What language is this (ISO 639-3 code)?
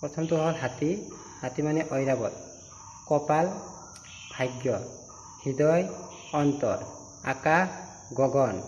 asm